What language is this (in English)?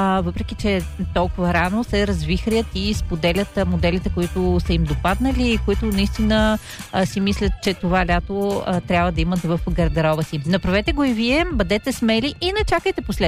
Bulgarian